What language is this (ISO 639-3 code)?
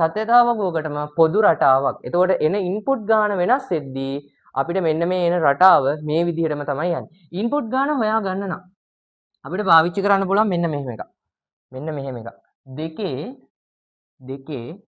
sin